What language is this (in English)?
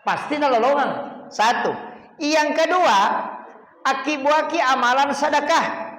Buginese